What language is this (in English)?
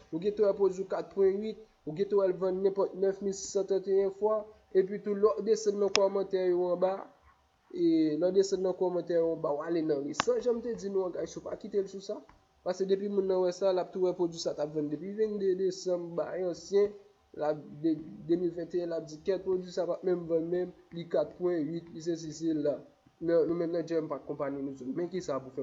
Haitian Creole